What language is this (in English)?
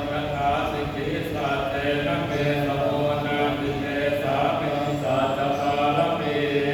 Pali